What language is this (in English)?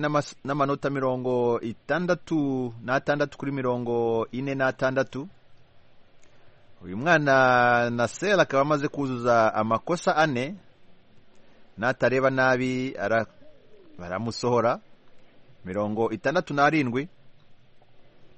Kinyarwanda